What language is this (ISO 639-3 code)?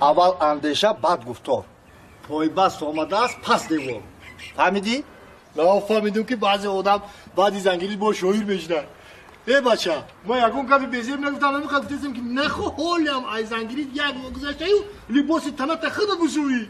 tgk